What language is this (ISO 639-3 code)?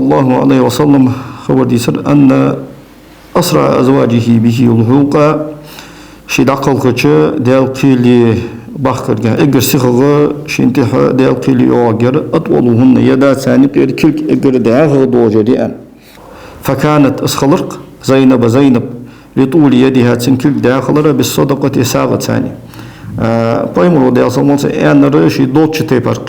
inh